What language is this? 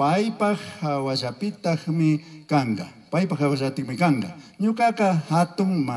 Chimborazo Highland Quichua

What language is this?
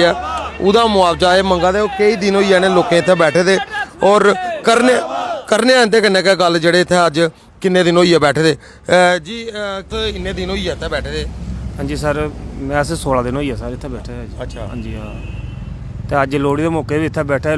Dogri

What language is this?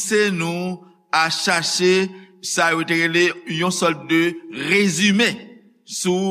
Haitian Creole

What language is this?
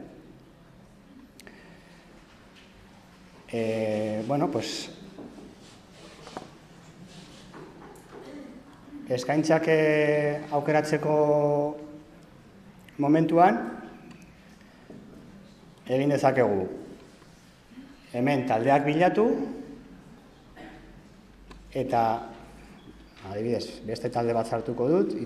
Basque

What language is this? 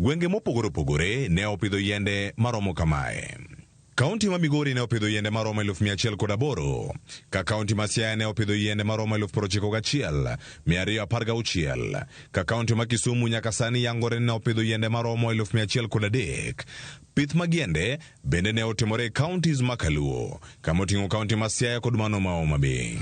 Luo (Kenya and Tanzania)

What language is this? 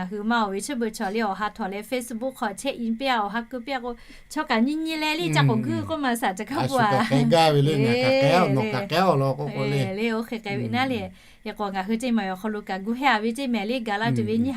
Lahu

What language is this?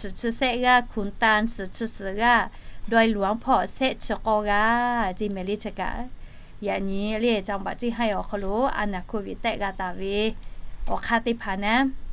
Lahu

